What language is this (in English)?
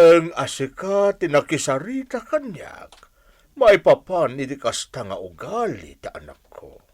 Iloko